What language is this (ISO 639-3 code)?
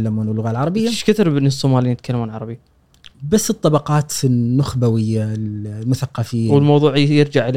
afb